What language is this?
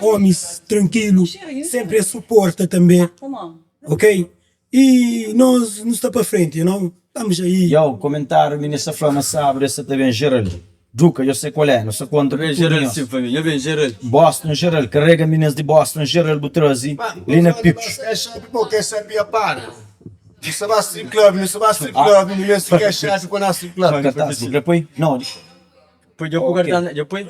Kabuverdianu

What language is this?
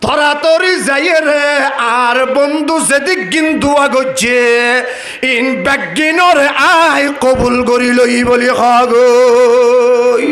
Rohingya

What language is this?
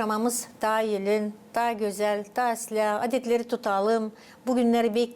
Gagauz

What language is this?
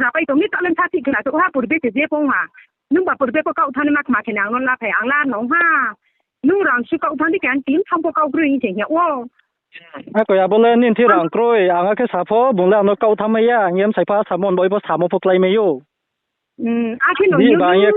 Riang (India)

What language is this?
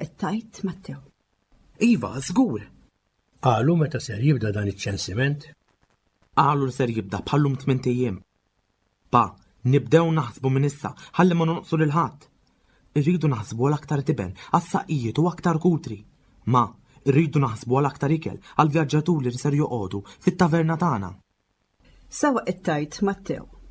Maltese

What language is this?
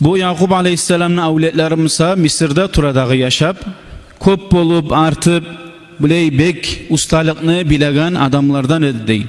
Kumyk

